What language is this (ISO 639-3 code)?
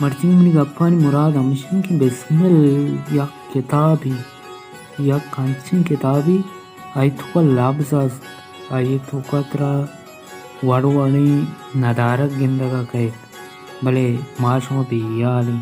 bal